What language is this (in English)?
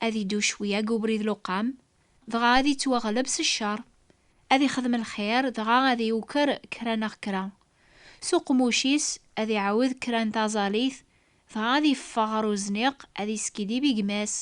Kabyle